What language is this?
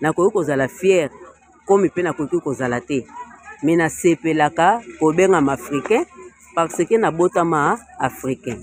Lingala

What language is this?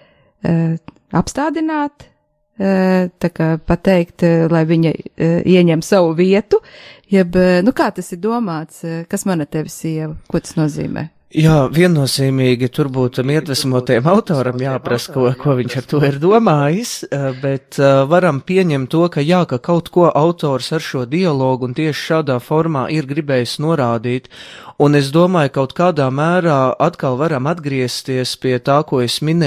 Latvian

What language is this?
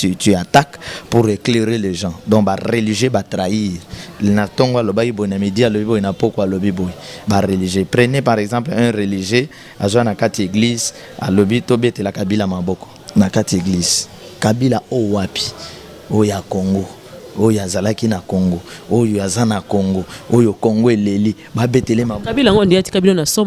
Lingala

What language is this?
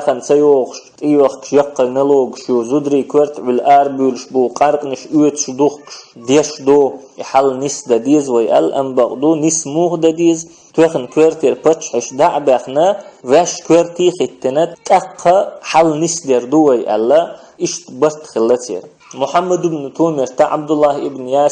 Chechen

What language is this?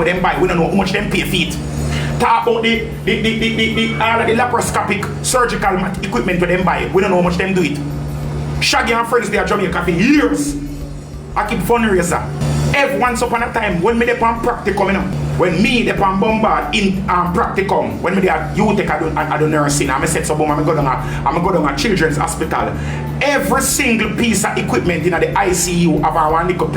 Jamaican Creole English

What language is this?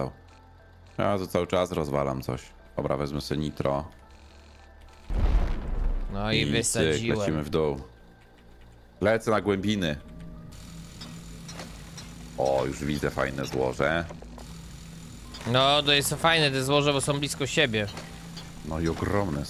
Polish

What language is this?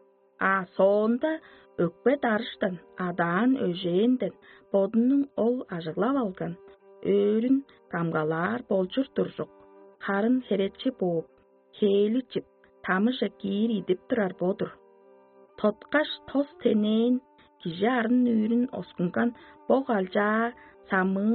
Tuvinian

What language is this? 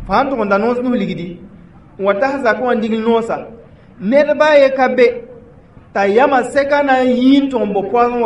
Mossi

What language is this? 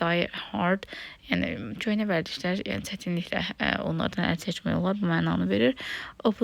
Azerbaijani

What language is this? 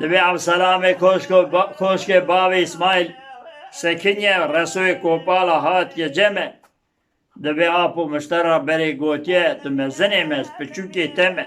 Kurdish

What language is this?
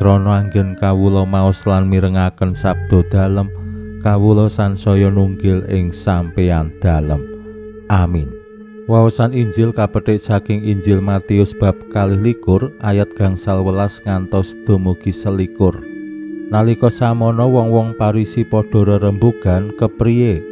Javanese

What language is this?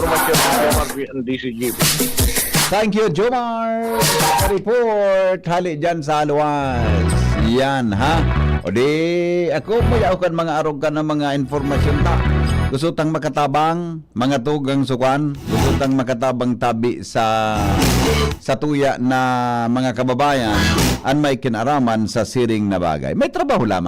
Bikol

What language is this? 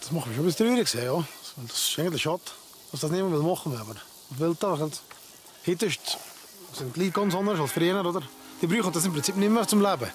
Swiss German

